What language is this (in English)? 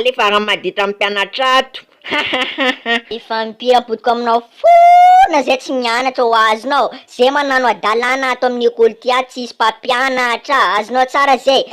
Malagasy